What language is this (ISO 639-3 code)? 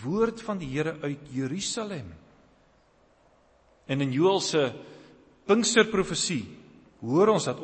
afr